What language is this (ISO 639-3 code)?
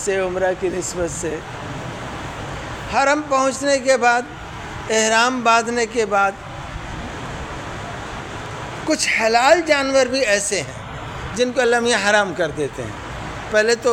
urd